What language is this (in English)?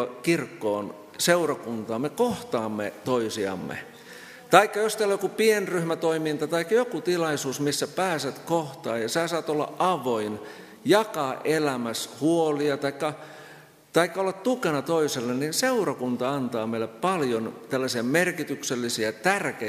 Finnish